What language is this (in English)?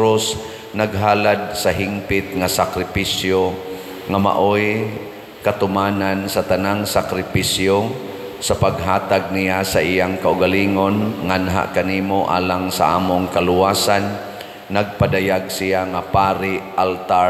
Cebuano